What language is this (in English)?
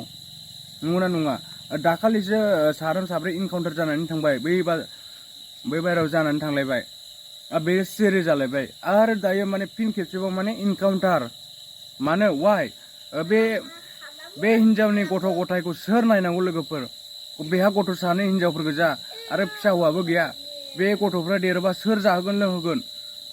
Bodo